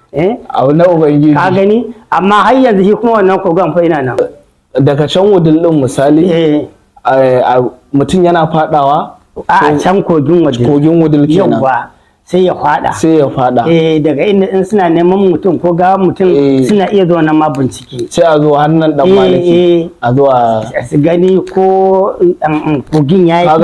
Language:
Hausa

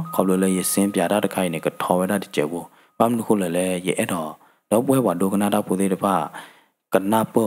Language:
S'gaw Karen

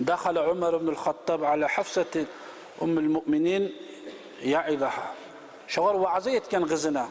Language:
Kumyk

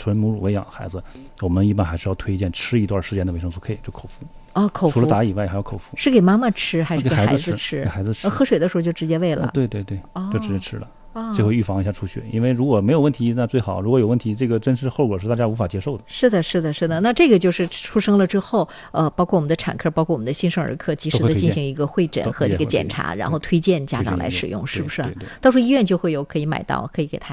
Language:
Chinese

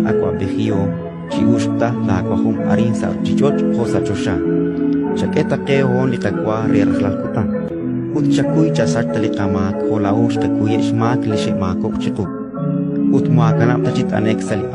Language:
Kekchí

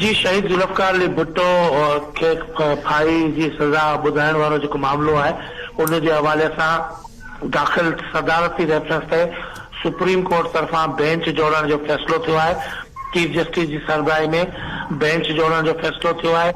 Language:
Sindhi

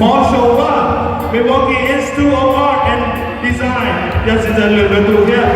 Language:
Hmong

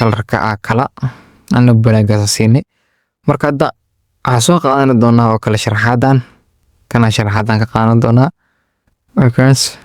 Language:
Somali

